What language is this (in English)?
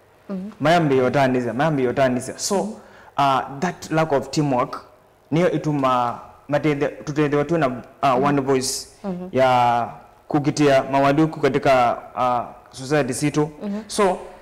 Kamba